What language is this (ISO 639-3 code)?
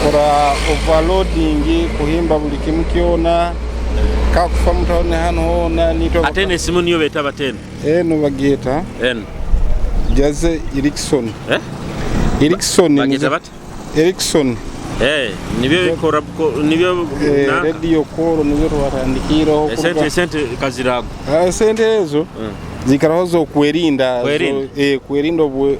nyo